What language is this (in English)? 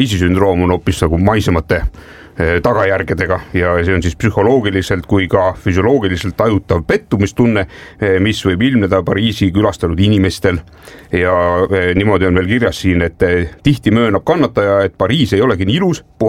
Estonian